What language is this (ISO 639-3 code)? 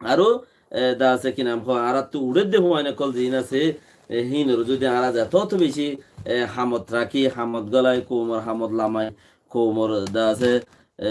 rhg